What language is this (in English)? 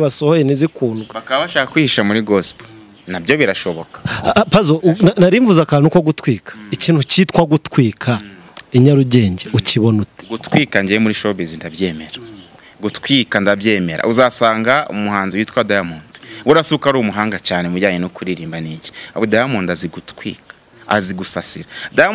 Kinyarwanda